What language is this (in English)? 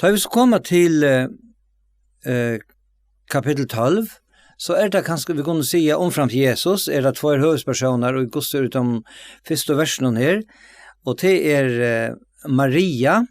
Faroese